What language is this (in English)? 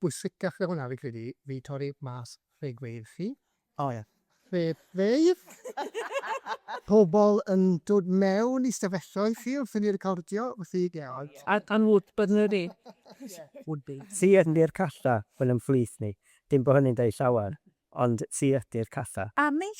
Welsh